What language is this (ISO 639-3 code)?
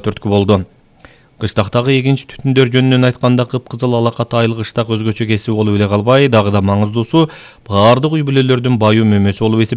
kir